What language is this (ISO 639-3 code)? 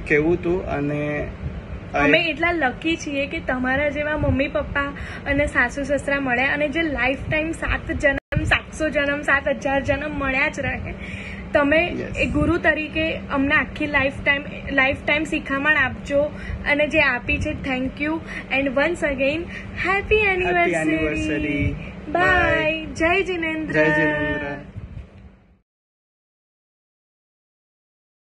guj